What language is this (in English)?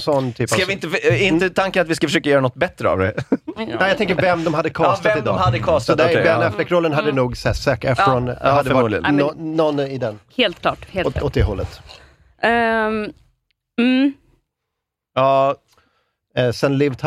Swedish